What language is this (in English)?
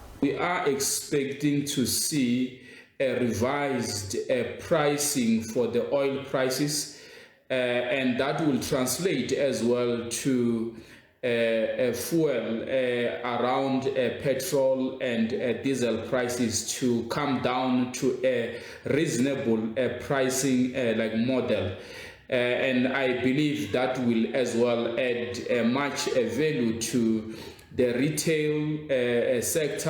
Venda